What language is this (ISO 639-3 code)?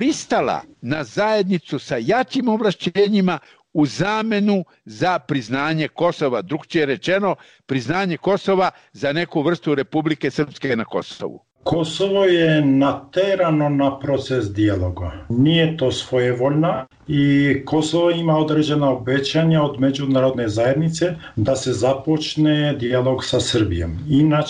srp